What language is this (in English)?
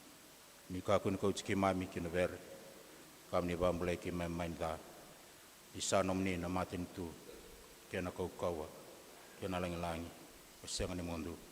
Fijian